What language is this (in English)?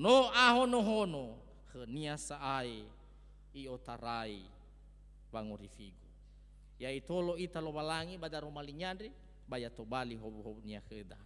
Nias